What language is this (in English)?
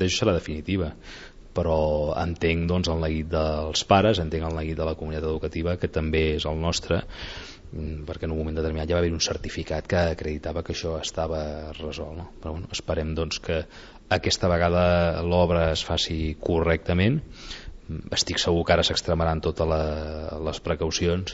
Catalan